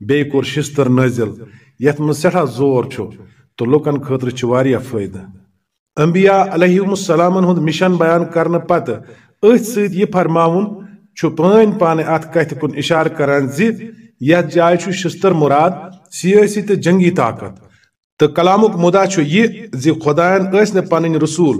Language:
Kashmiri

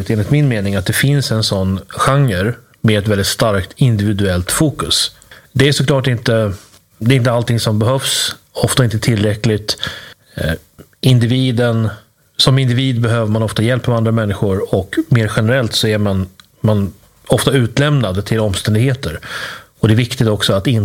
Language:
Swedish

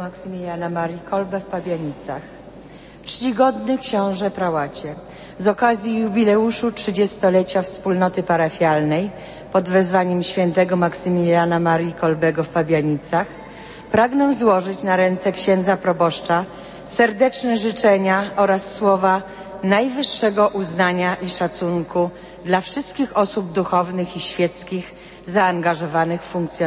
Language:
Polish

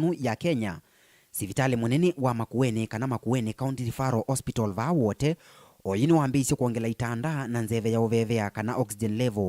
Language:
Kamba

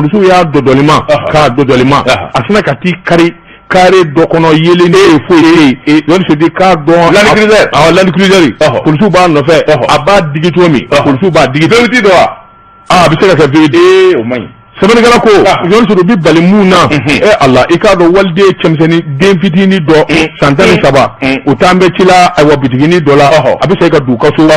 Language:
Bambara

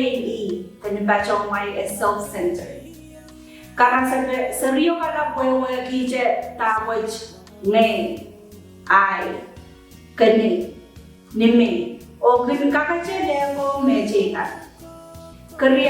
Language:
Pohnpeian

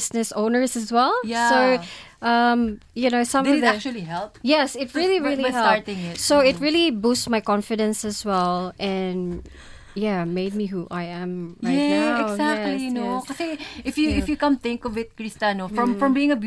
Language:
Filipino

